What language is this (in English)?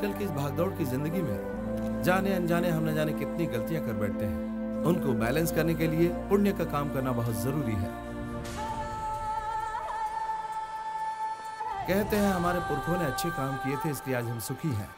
Hindi